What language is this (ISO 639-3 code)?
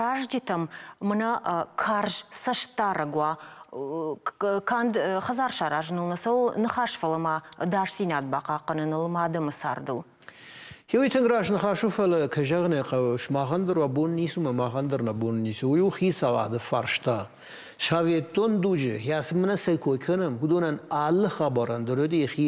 oss